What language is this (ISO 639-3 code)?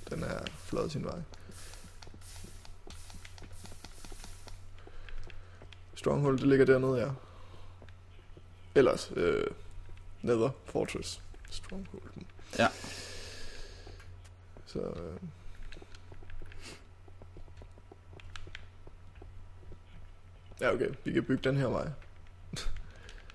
dan